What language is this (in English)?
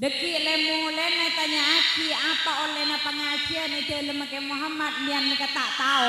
Madurese